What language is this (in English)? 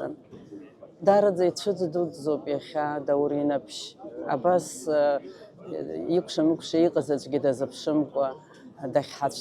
Abkhazian